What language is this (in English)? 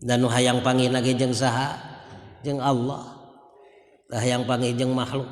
Sundanese